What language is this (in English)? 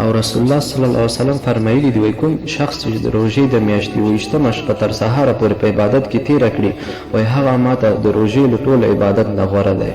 Pashto